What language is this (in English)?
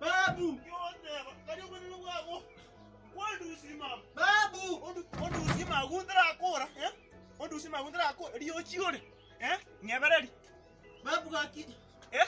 Gusii